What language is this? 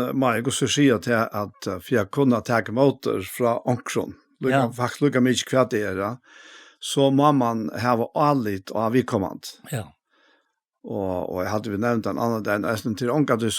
Faroese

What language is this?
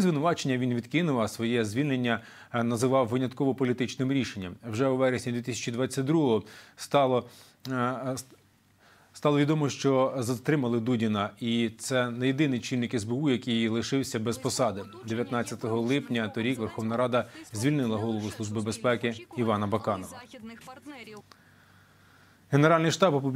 Ukrainian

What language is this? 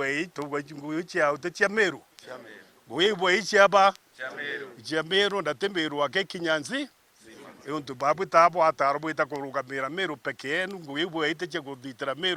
Meru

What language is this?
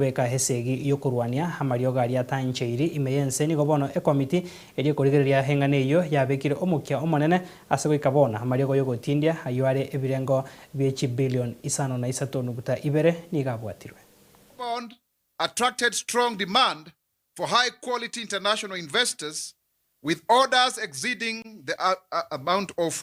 Gusii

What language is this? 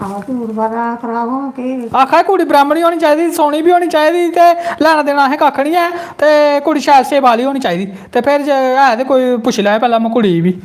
Dogri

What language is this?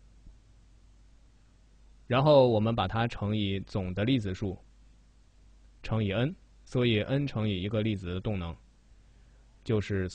Chinese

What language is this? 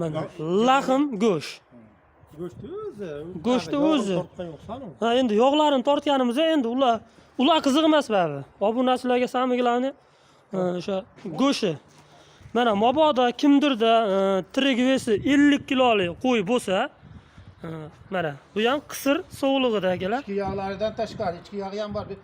Uzbek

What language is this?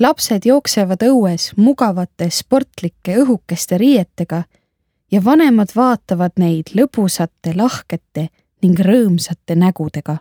Estonian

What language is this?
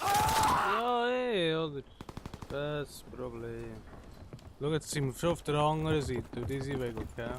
Swiss German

